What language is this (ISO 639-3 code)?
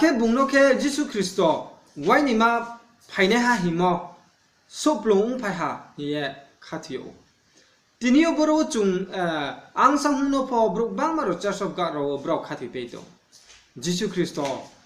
ria